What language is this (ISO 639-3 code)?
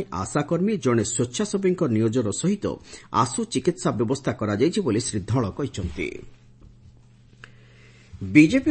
ori